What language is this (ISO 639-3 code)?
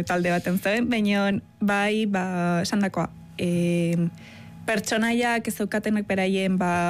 eus